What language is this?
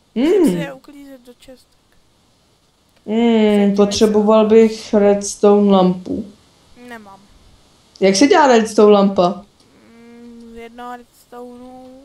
Czech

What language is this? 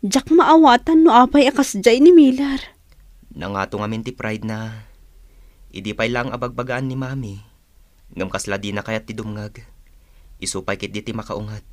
Iloko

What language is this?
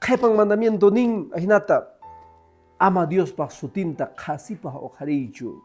Quechua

